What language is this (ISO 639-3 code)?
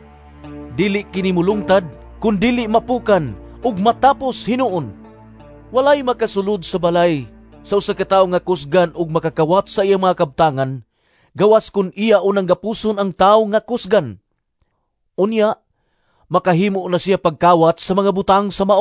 ceb